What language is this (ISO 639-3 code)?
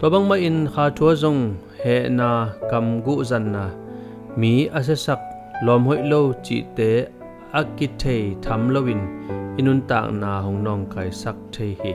ctd